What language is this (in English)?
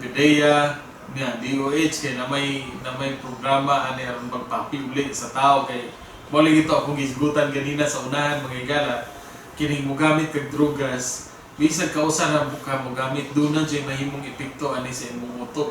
Cebuano